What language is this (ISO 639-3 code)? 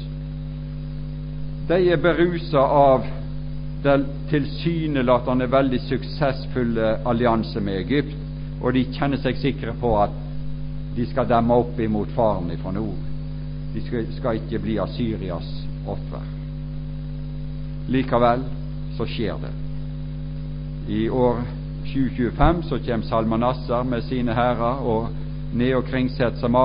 nor